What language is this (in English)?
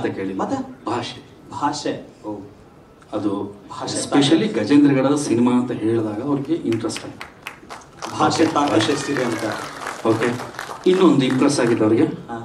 Kannada